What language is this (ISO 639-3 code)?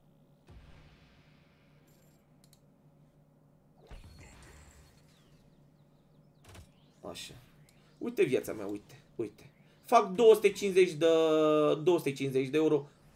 ron